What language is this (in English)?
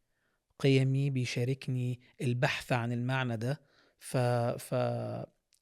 Egyptian Arabic